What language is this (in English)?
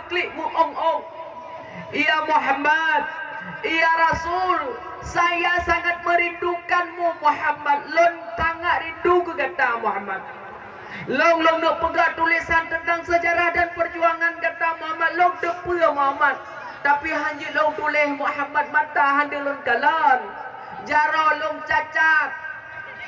Achinese